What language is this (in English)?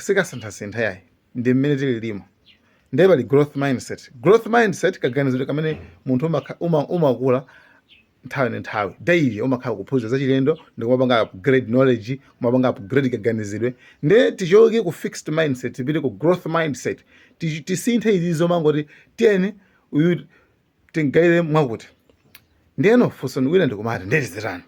Nyanja